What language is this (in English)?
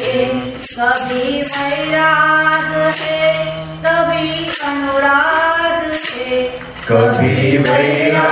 Gujarati